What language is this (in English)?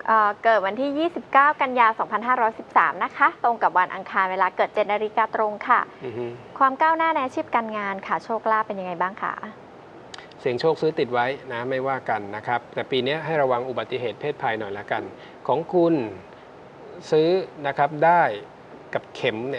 Thai